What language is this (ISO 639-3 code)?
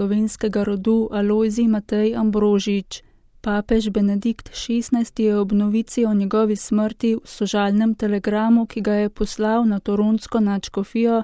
slv